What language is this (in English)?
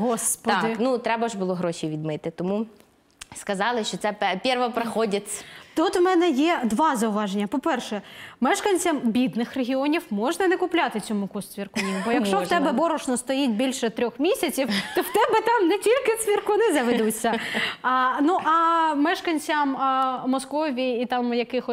Ukrainian